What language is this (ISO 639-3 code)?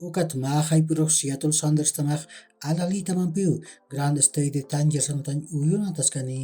aym